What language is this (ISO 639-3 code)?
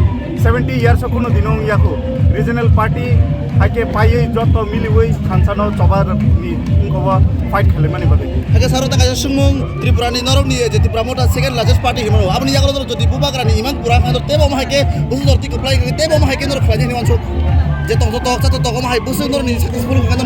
trp